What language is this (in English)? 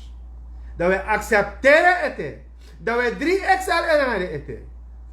Sranan Tongo